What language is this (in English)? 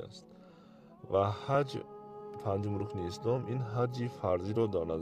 Tajik